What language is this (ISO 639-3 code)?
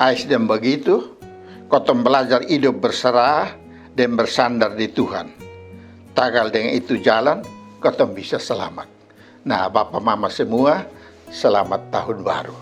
mkn